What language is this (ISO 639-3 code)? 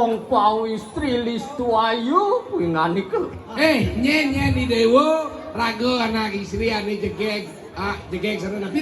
ban